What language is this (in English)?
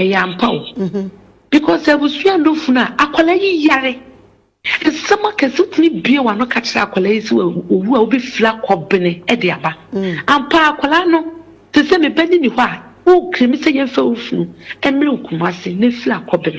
Akan